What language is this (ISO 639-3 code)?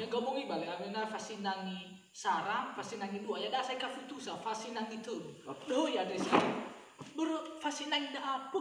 nia